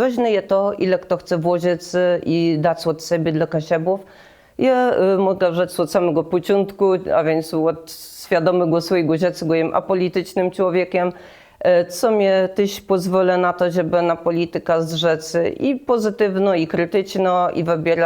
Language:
Kashubian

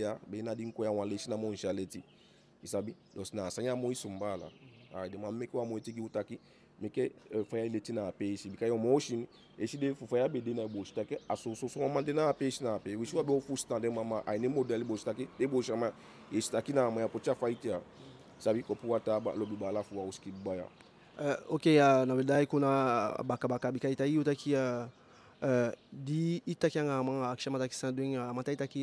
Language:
Eastern Maroon Creole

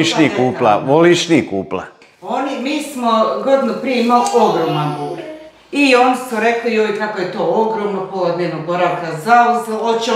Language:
Croatian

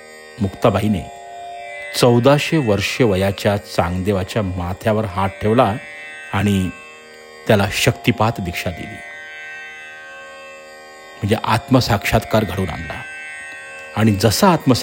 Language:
Marathi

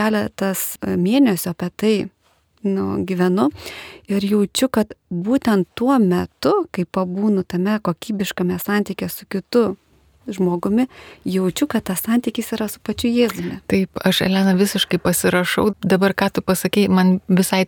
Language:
Lithuanian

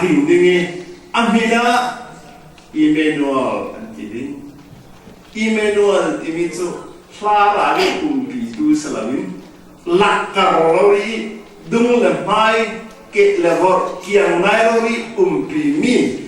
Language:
Falam Chin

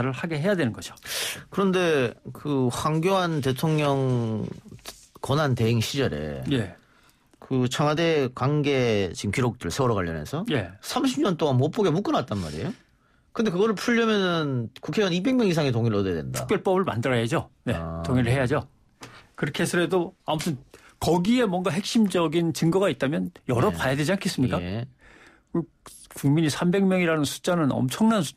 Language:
Korean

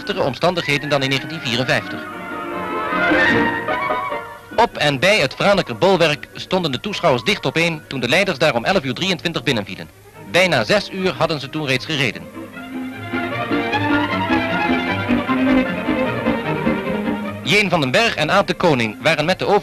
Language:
Dutch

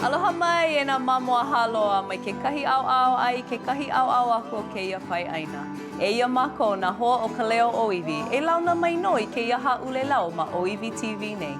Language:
Hawaiian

